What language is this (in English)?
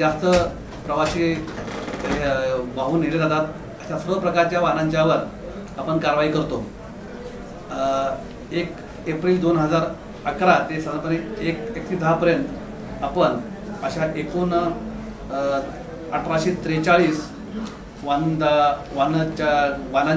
Marathi